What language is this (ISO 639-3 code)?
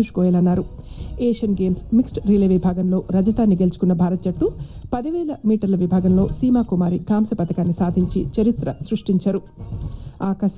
tel